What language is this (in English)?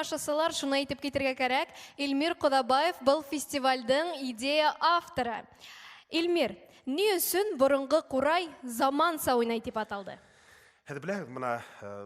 Bashkir